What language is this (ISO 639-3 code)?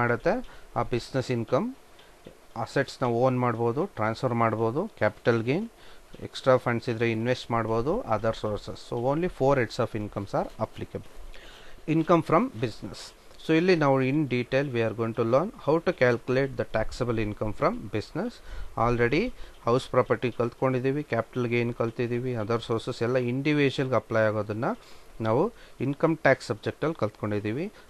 kan